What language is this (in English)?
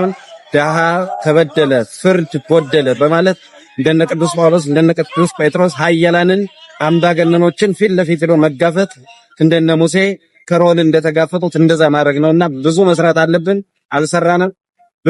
Amharic